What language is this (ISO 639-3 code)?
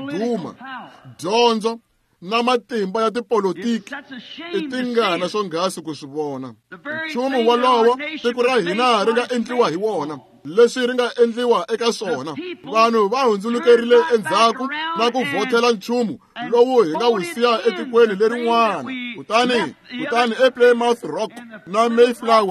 tso